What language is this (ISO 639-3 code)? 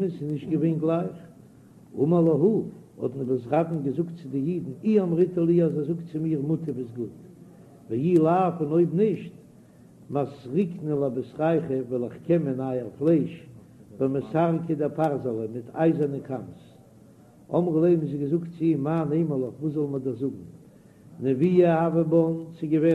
yid